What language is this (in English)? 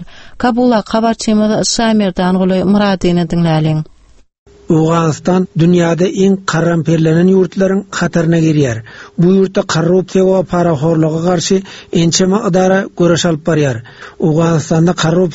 Turkmen